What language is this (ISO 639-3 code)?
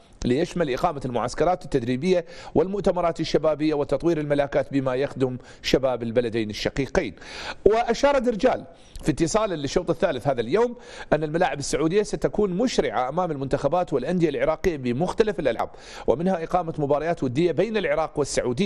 ara